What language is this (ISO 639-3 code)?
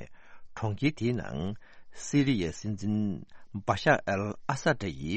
bod